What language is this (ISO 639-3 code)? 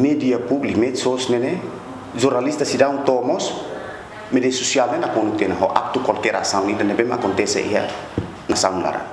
tet